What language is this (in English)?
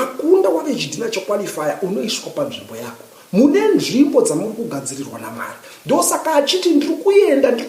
Shona